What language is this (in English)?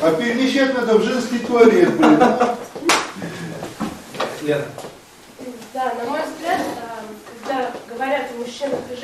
Russian